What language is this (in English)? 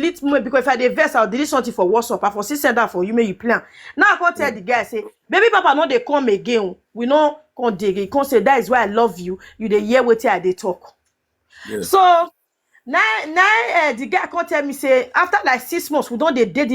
Nigerian Pidgin